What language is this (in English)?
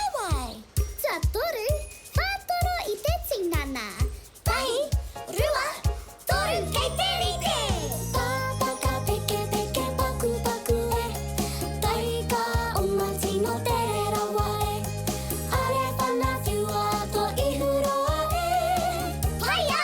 Māori